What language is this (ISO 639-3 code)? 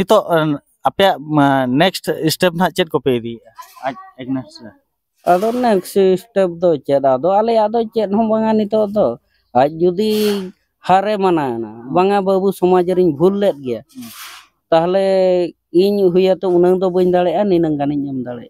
sat